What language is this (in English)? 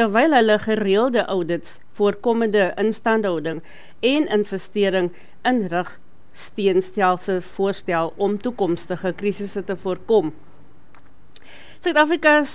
Afrikaans